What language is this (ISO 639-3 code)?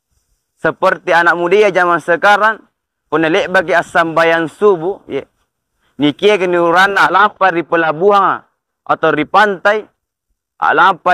mak